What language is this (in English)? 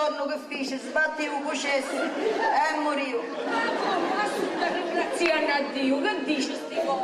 Sicilian